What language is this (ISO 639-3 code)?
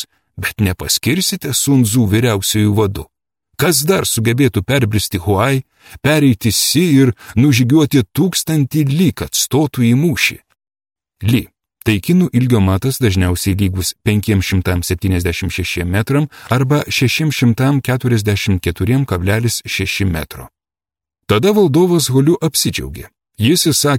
lit